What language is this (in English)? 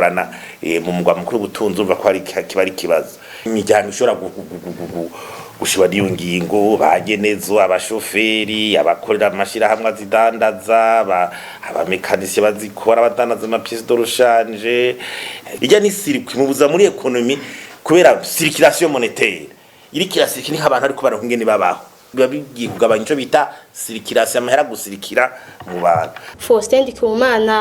Rundi